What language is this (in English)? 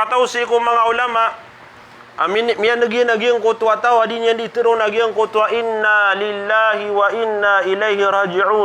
Maranao